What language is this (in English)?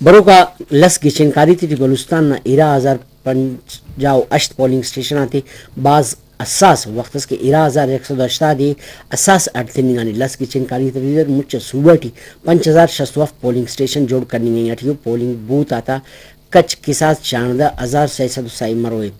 Brahui